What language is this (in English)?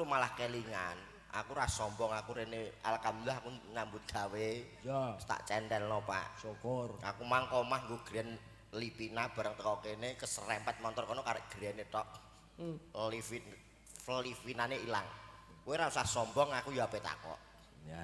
Javanese